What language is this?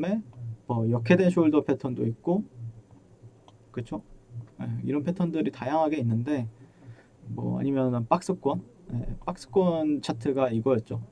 Korean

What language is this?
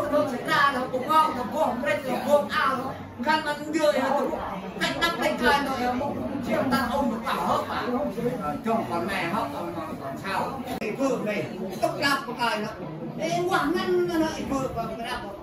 Central Mnong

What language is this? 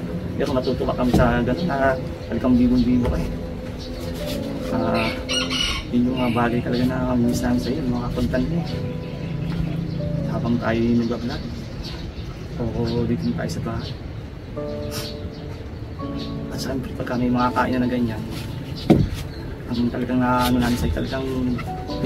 Filipino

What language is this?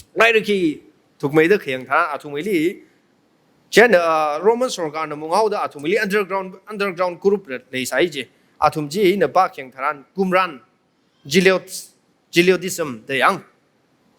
Tangkhul Naga (India)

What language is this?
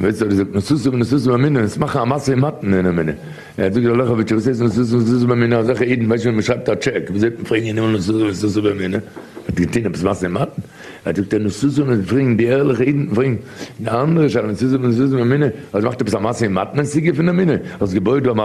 Yiddish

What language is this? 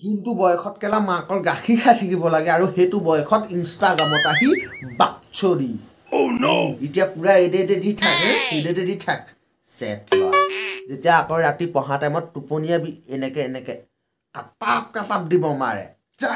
Assamese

